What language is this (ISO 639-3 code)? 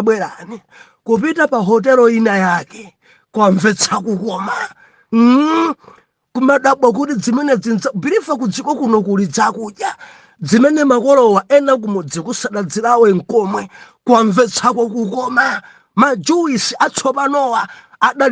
nya